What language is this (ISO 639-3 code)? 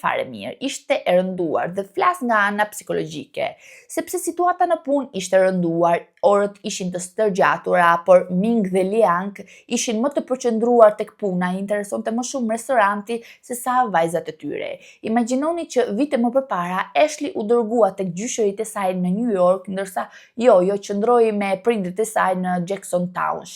sqi